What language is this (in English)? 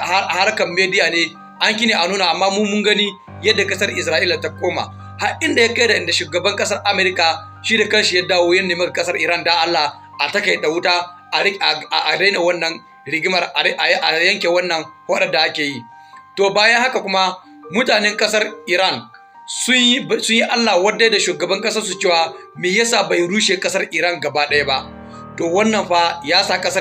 Hausa